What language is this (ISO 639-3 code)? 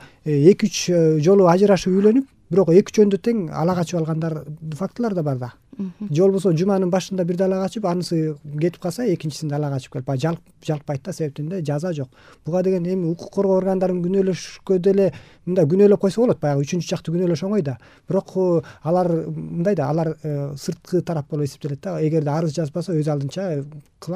kir